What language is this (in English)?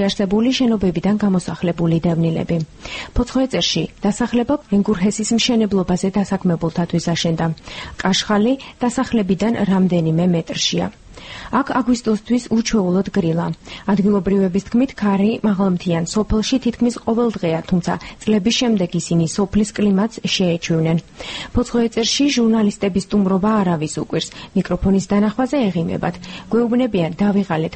Georgian